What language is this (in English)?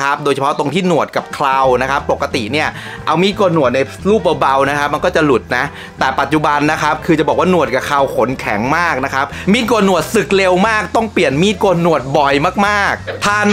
Thai